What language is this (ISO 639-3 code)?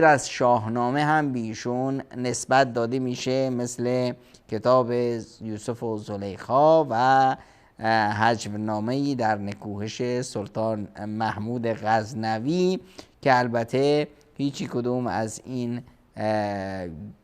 fas